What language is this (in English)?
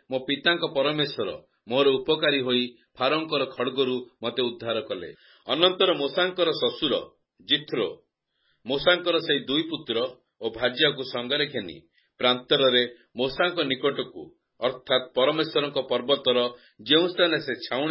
Odia